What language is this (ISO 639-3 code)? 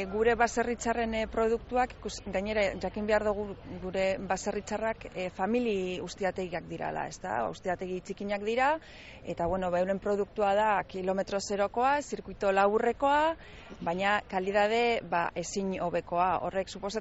eus